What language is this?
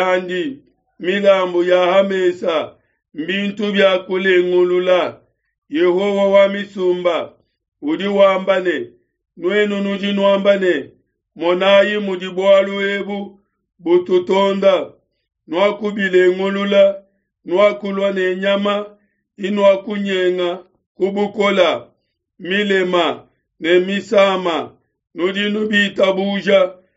Luba-Lulua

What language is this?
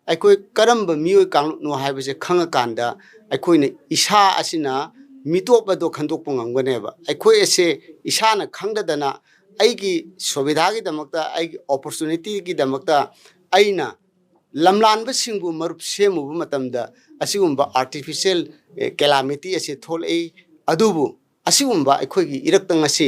Manipuri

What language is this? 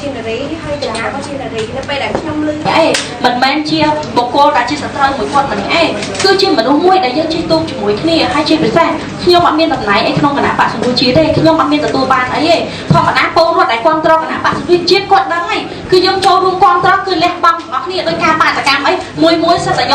Khmer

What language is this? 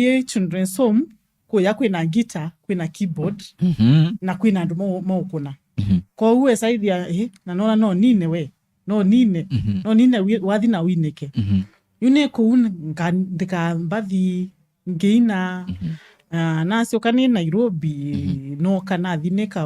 Kamba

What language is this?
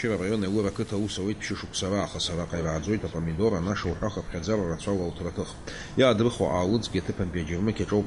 Abkhazian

